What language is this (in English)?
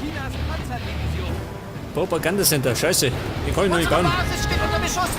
Bavarian